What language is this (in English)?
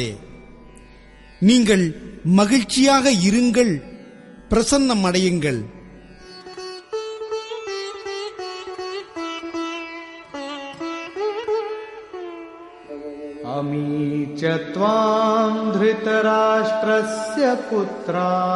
Tamil